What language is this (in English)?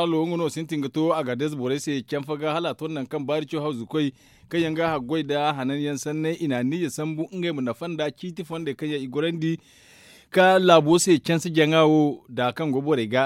Zarma